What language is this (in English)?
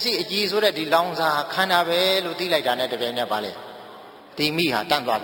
Burmese